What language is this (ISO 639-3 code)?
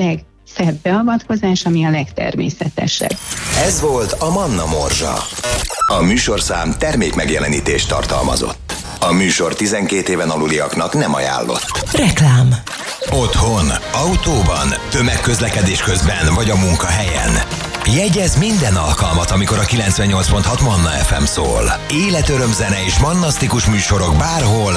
hun